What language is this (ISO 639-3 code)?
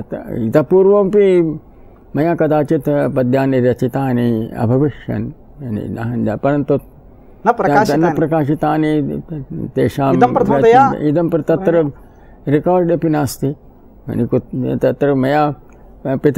san